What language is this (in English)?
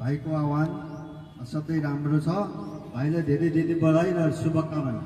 Nepali